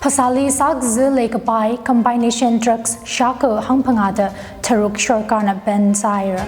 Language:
Tangkhul Naga (India)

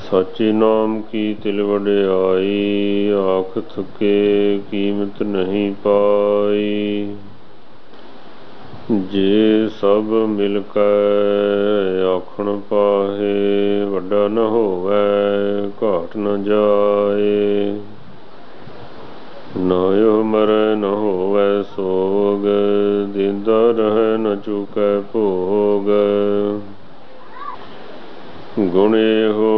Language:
Punjabi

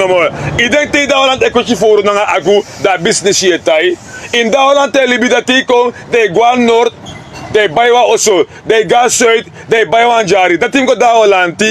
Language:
Sranan Tongo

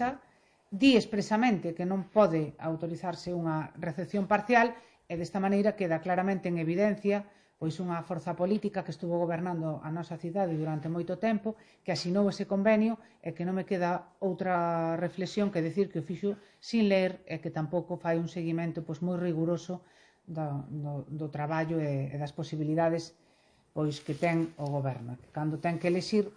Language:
Galician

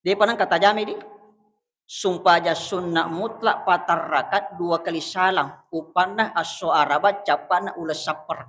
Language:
Buginese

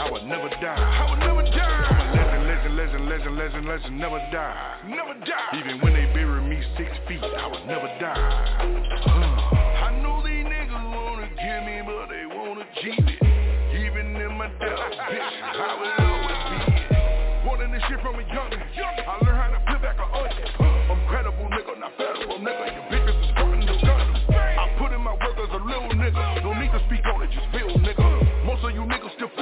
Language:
English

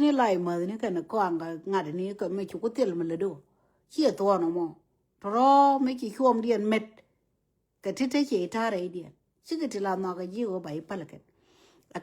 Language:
Nuer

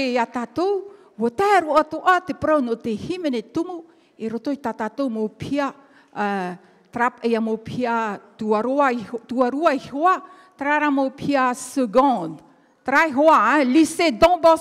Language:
Tahitian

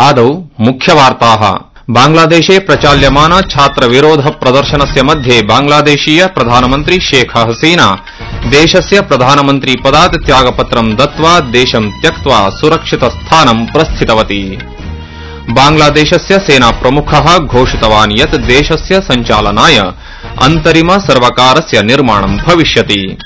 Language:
Sanskrit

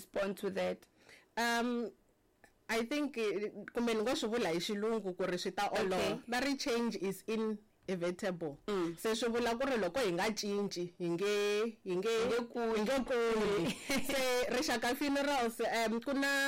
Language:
Tsonga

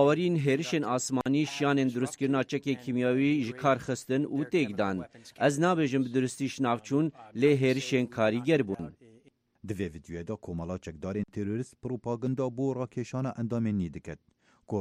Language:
Kurdish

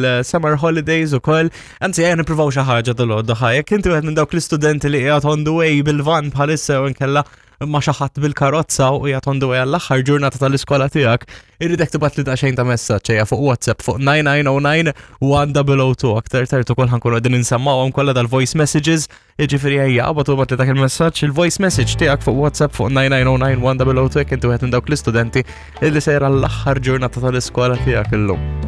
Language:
Maltese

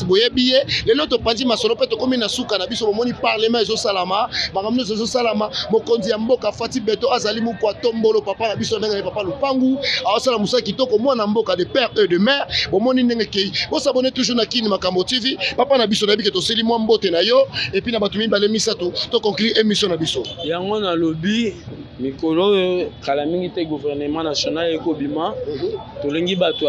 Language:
Lingala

